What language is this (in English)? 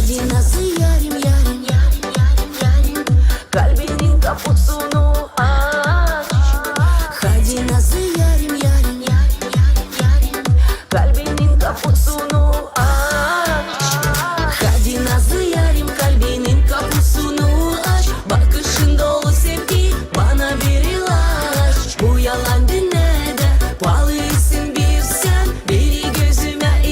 Gagauz